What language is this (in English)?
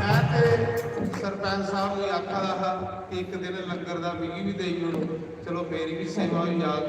Dogri